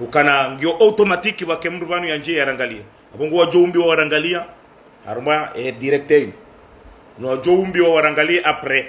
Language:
Ngazidja Comorian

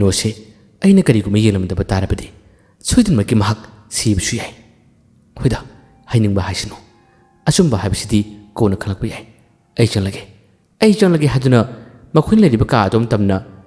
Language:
Manipuri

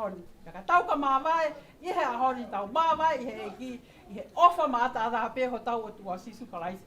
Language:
Tongan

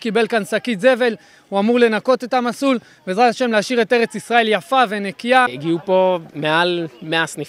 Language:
Hebrew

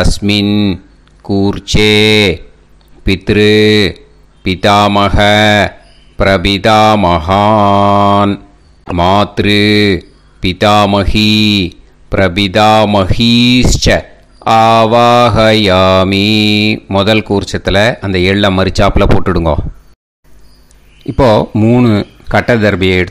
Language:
Tamil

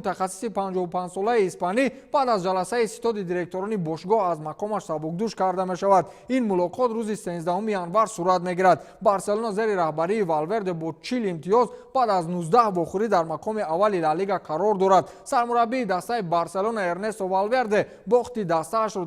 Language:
Tajik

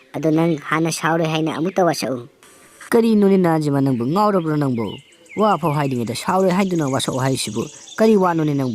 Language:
Manipuri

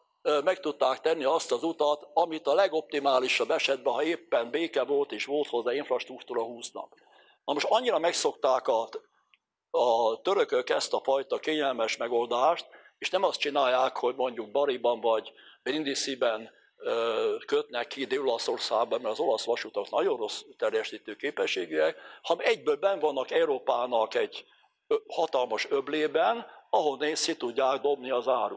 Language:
Hungarian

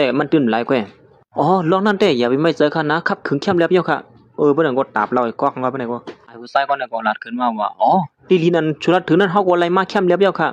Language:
Shan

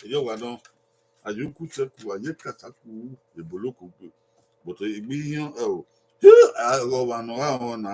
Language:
Bini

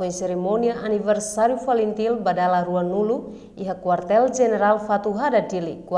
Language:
Tetum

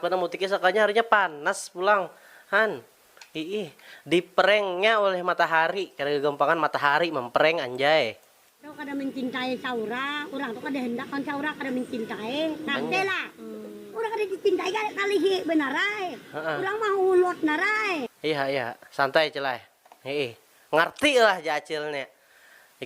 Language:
Banjar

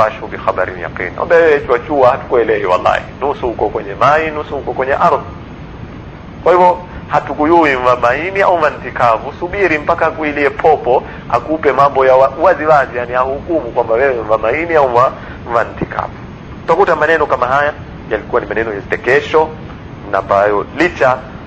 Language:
Swahili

